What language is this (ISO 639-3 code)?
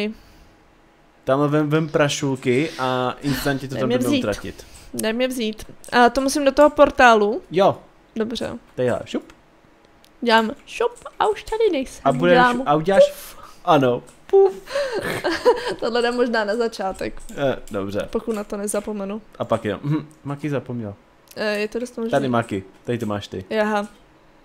ces